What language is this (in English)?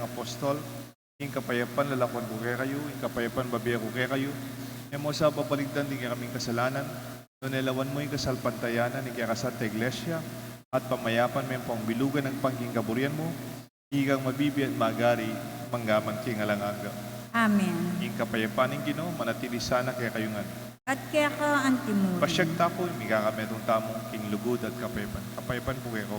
Pampanga